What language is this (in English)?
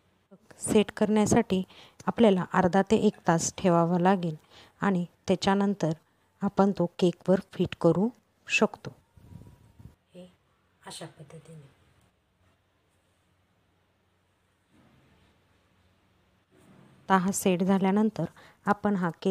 Marathi